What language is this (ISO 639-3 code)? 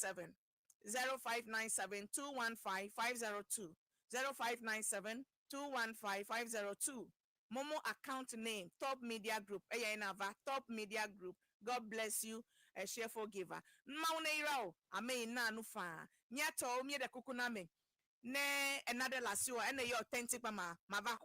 ewe